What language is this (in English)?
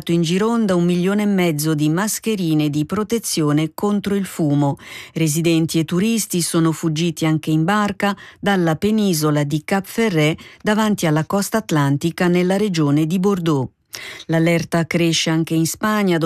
Italian